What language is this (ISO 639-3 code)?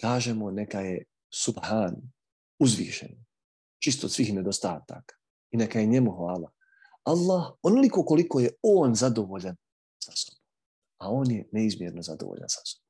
bos